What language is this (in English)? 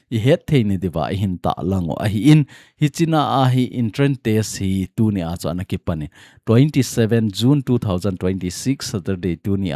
Thado Chin